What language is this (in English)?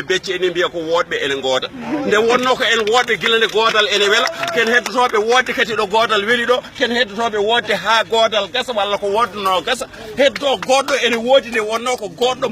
Fula